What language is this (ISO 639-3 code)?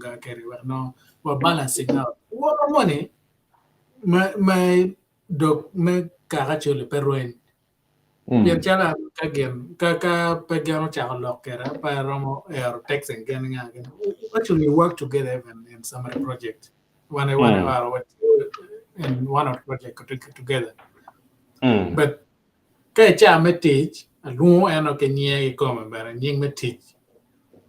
ach